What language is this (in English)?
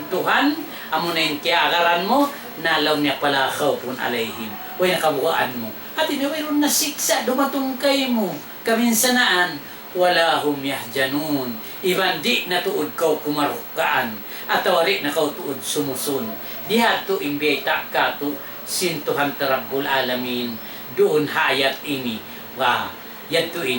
Tausug